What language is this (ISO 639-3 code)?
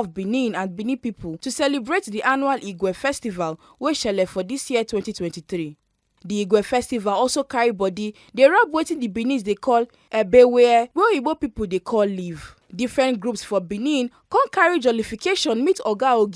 pcm